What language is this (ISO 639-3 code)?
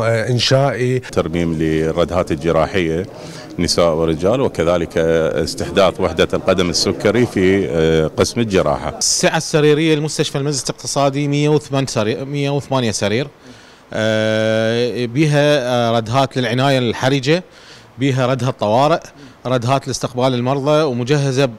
ara